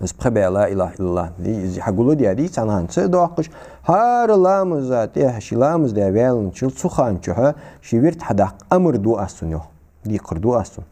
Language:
Ingush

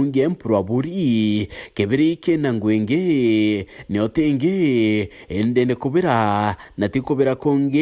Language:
Meru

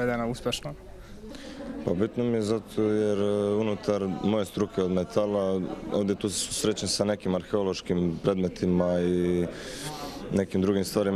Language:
Croatian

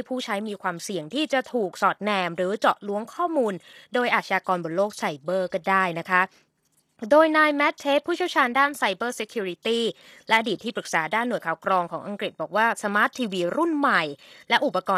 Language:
Thai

